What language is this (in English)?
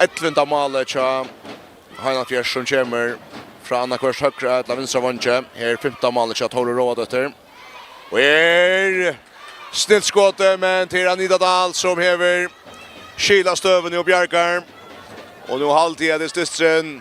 Faroese